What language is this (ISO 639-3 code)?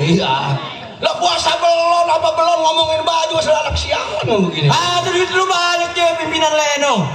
bew